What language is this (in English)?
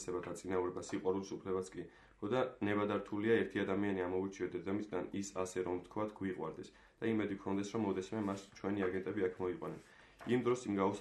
Georgian